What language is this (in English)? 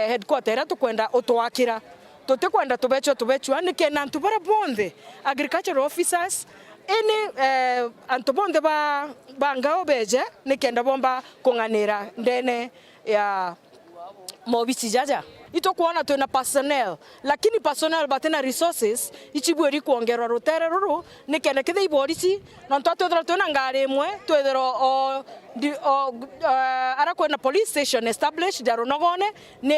Meru